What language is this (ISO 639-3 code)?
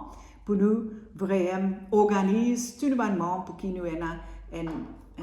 mfe